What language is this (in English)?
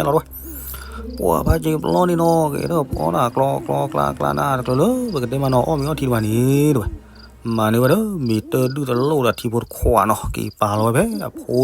S'gaw Karen